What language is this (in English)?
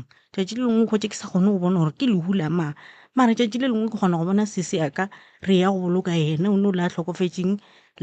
Northern Sotho